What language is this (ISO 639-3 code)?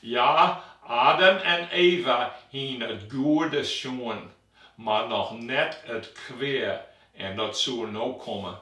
fry